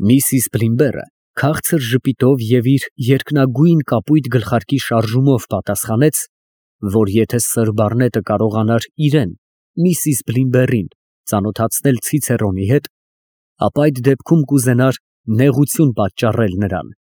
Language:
Armenian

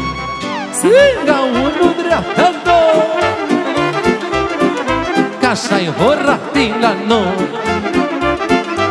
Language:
Romanian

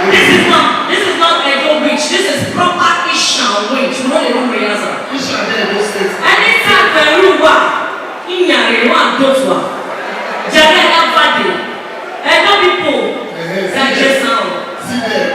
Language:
Nigerian Pidgin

